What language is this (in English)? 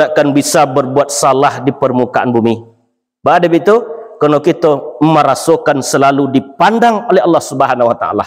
Minangkabau